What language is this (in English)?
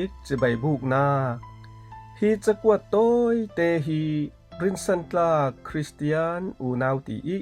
Falam Chin